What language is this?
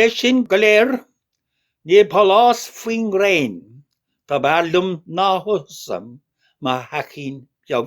Irish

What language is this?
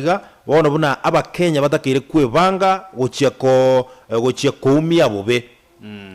Gusii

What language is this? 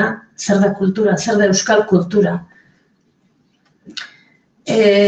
Basque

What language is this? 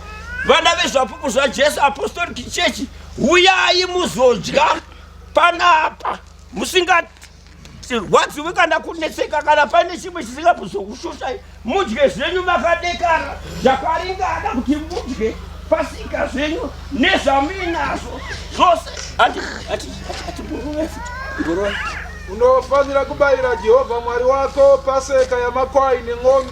Shona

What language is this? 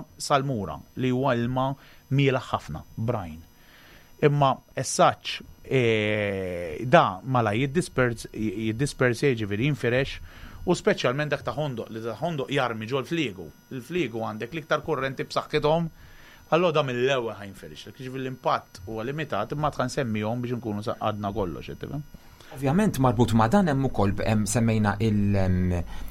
Maltese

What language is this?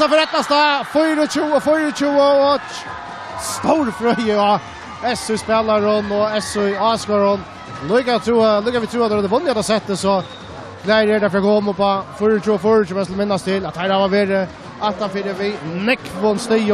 Faroese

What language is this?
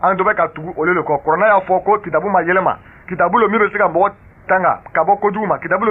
Bambara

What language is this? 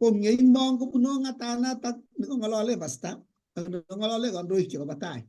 Kalenjin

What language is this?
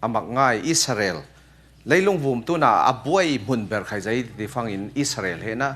Falam Chin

